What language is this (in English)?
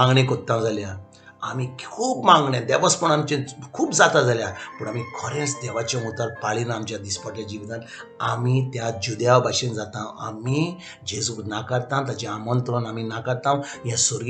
Konkani